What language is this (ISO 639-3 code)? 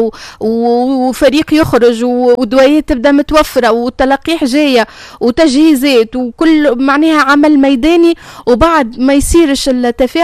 aeb